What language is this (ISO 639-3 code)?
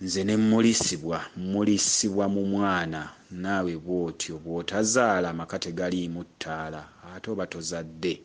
lug